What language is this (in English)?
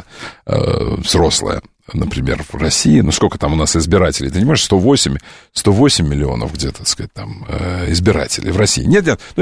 Russian